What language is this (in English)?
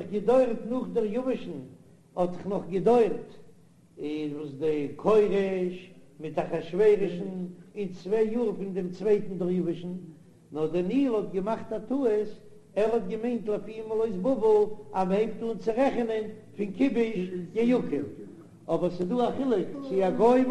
Yiddish